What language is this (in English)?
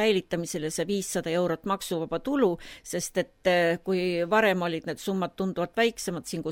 Estonian